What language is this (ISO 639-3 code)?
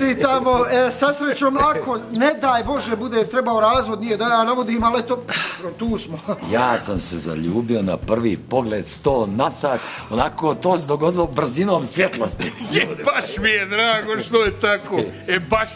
hrv